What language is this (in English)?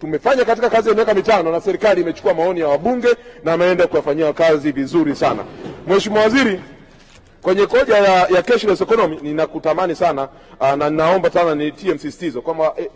Swahili